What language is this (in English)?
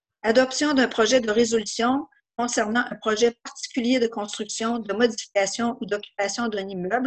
French